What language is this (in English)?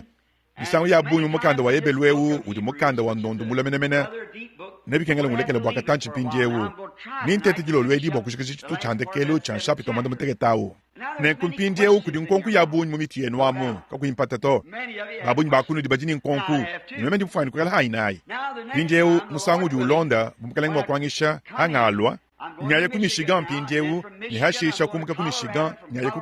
Luba-Lulua